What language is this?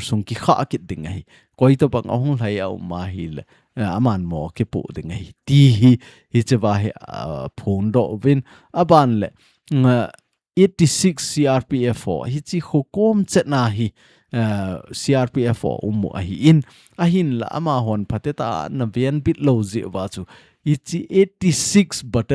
Thado Chin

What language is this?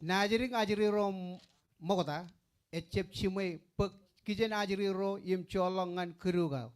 Marshallese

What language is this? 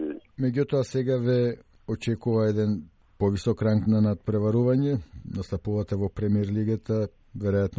Macedonian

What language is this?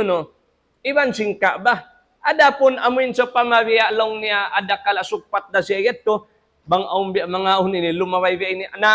Tausug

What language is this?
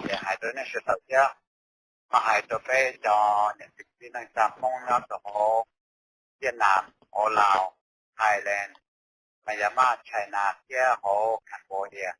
Hmong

